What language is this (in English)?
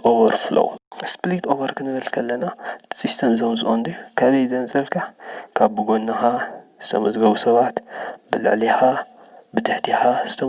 Tigrinya